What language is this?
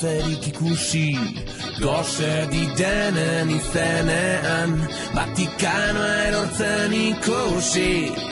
Basque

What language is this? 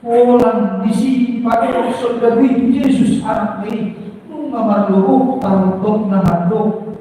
Batak Toba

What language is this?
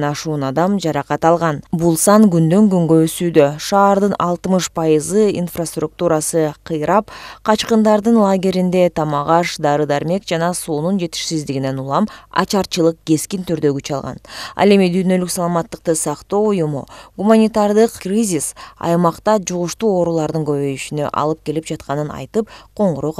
Kyrgyz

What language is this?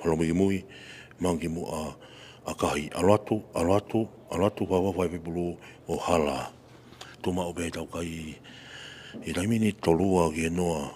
Tongan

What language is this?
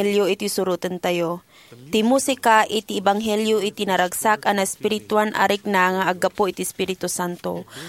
Iloko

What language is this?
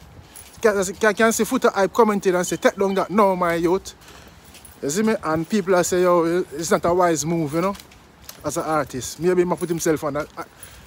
Jamaican Creole English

